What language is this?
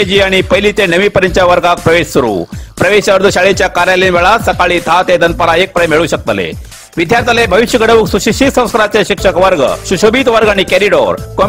Konkani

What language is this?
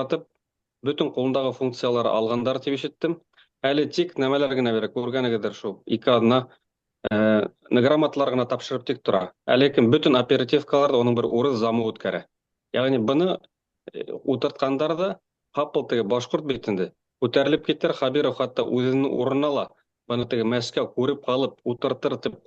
Bashkir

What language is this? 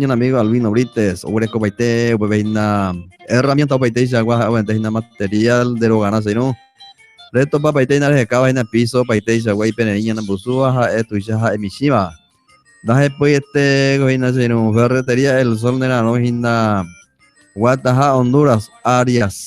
Guarani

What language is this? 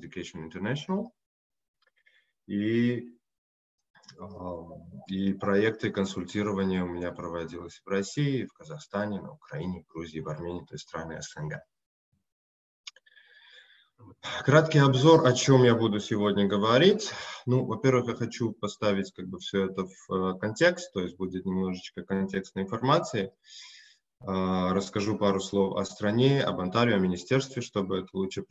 Russian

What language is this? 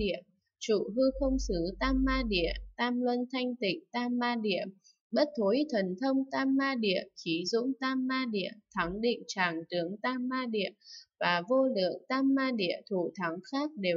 Vietnamese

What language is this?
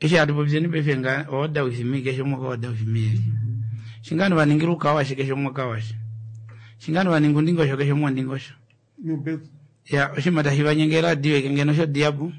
Kuanyama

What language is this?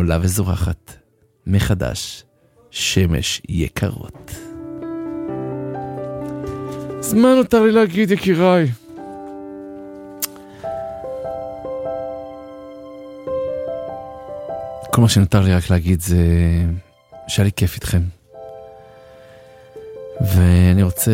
Hebrew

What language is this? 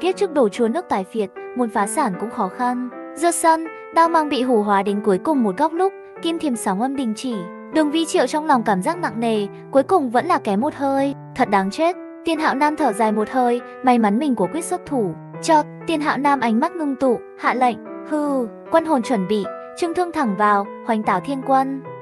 Vietnamese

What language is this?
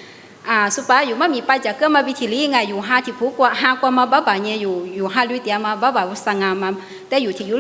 Lisu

